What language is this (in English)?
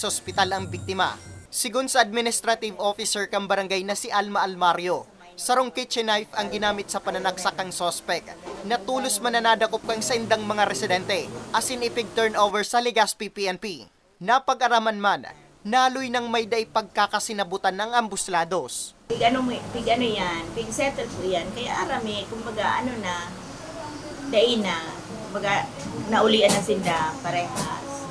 Bikol